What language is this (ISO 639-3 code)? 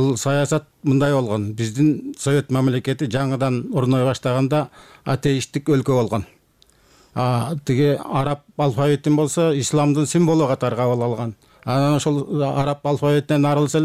kir